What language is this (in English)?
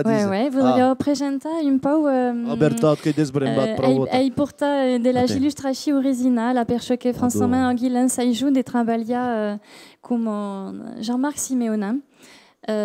Occitan